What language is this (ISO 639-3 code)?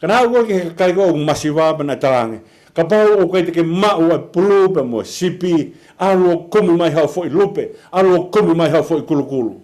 ton